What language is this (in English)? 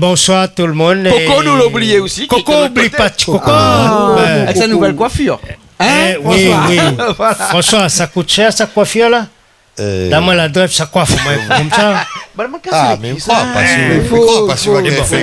Réunion Creole French